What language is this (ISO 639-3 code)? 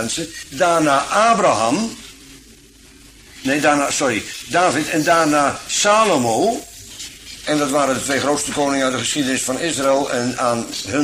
nld